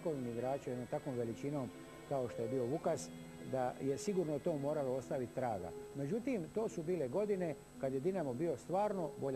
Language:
Croatian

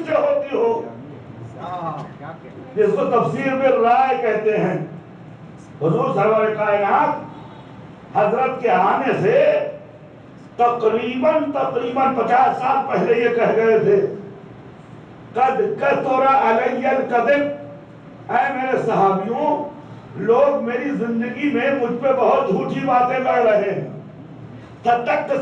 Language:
Urdu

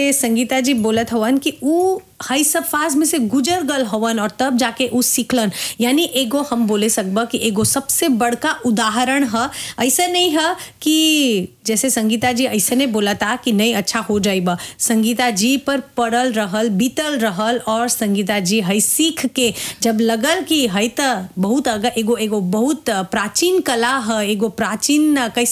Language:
Bhojpuri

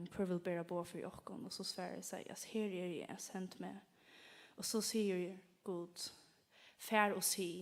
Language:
Faroese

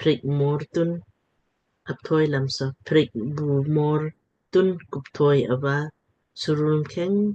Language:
Lamkang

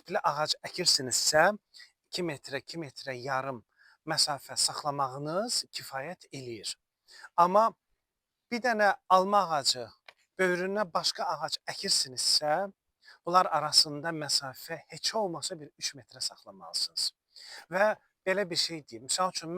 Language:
Azerbaijani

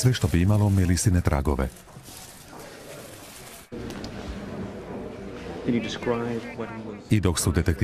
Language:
Croatian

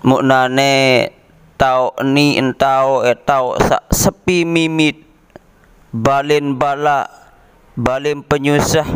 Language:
Sasak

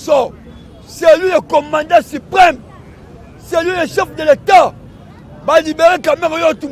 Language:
Lingala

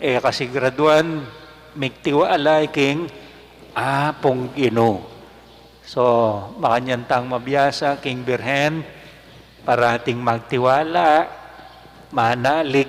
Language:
Pampanga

